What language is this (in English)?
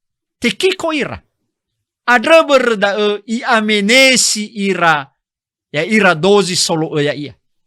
Nias